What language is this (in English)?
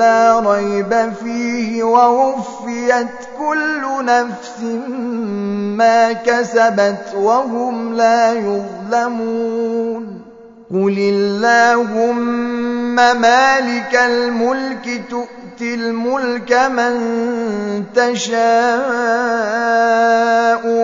Arabic